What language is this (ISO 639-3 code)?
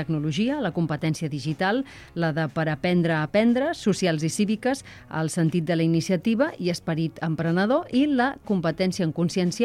cat